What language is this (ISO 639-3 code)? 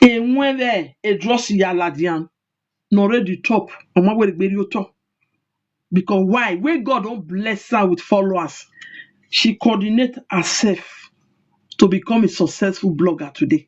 pcm